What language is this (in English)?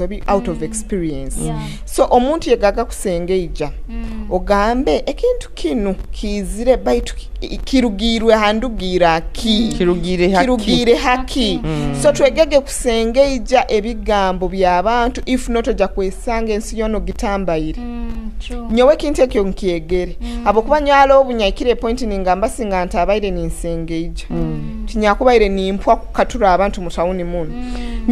Nyoro